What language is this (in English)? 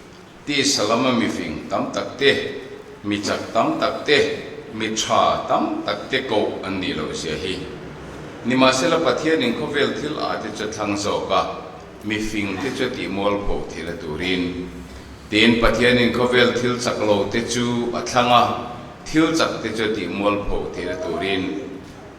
Mizo